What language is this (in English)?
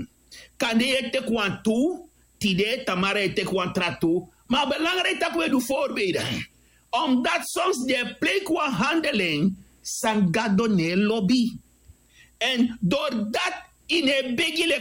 Sranan Tongo